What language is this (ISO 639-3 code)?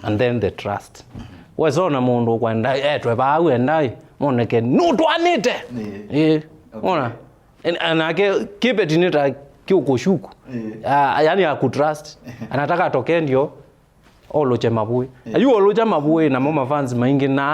kam